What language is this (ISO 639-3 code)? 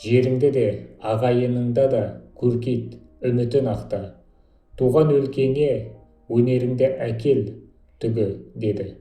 kaz